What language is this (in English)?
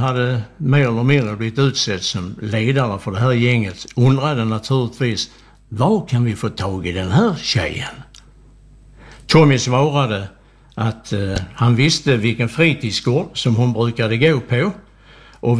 Swedish